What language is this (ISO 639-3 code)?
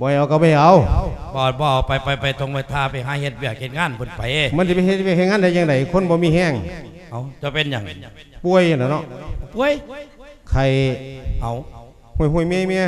lao